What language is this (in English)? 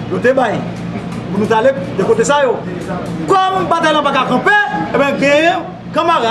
Haitian Creole